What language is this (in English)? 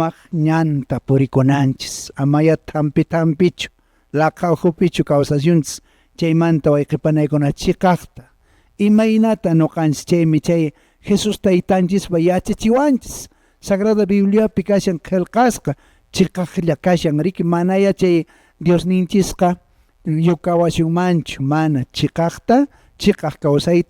Quechua